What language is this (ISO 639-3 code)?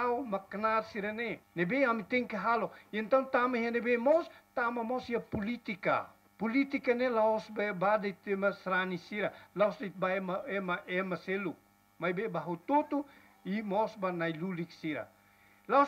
tet